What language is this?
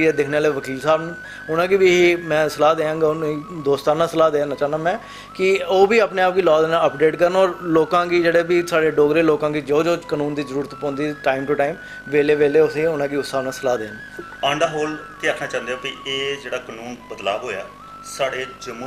Dogri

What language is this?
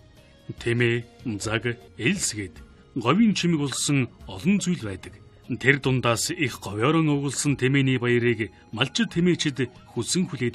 Mongolian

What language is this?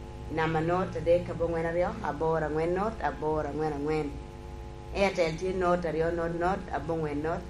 Lango (Uganda)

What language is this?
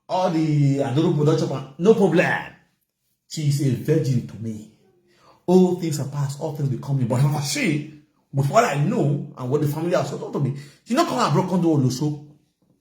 Nigerian Pidgin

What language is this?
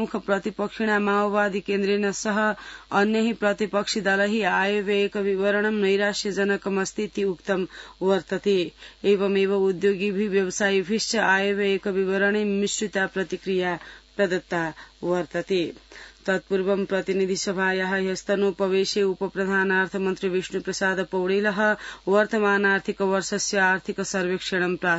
Sanskrit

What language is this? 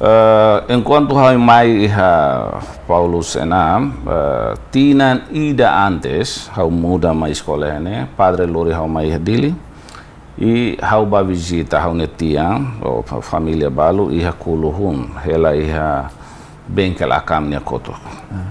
Tetum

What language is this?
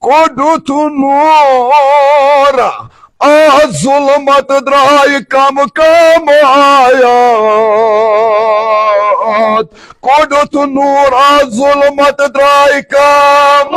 Kashmiri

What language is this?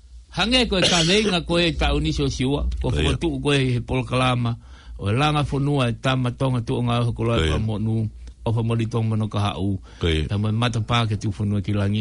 Tongan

